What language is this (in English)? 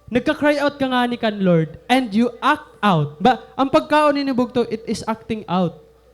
Waray